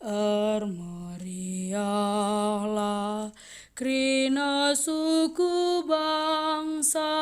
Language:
Batak Karo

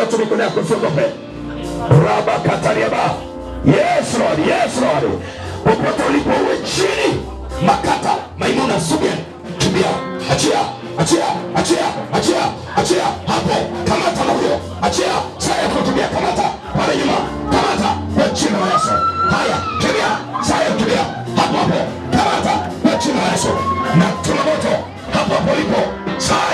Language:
Swahili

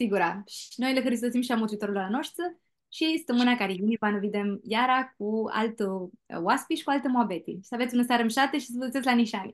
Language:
Aromanian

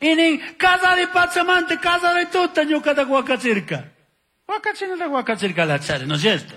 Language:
Chimborazo Highland Quichua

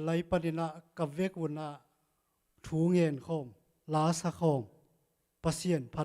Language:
Tedim Chin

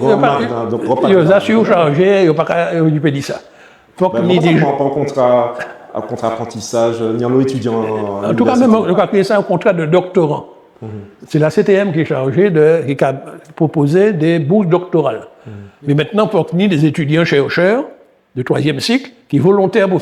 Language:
Guadeloupean Creole French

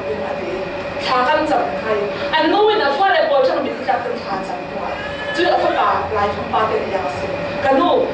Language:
Falam Chin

